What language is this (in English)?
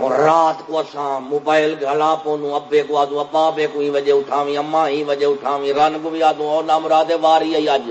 Saraiki